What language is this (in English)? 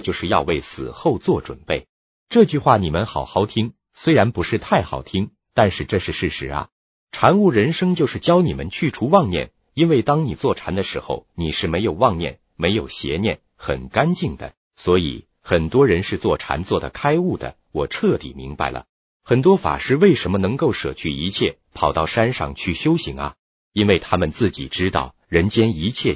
Chinese